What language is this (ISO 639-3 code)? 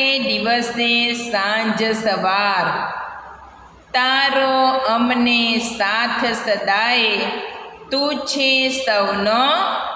guj